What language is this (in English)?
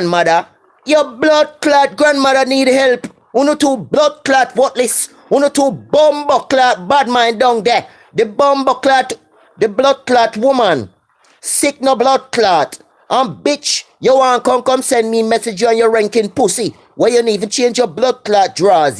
Jamaican Creole English